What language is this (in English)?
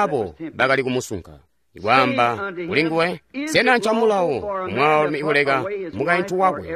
Tonga (Zambia)